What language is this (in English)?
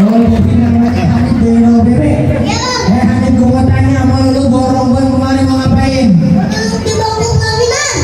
Betawi